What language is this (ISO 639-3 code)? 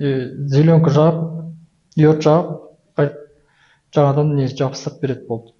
kaz